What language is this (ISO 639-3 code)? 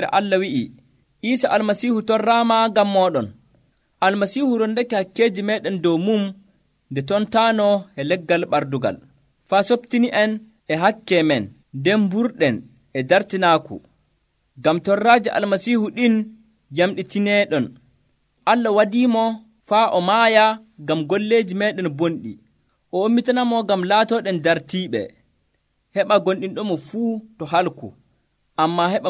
fuv